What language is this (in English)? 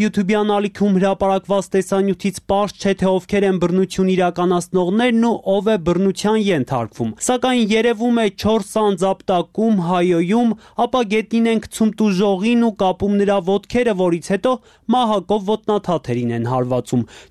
Armenian